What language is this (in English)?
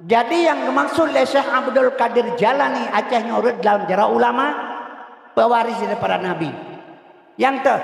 Achinese